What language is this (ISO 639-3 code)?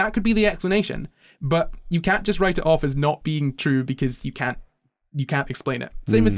eng